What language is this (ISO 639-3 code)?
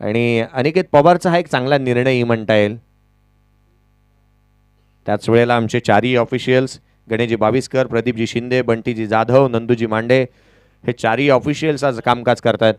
mar